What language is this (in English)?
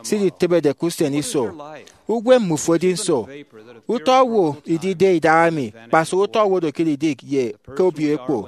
Efik